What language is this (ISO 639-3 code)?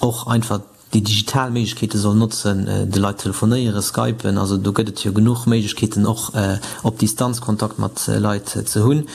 ltz